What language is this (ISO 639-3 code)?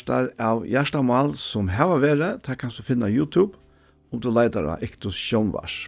fao